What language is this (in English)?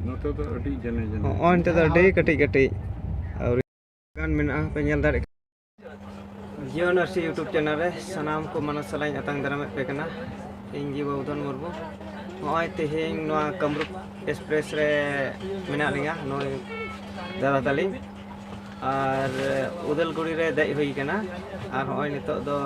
Santali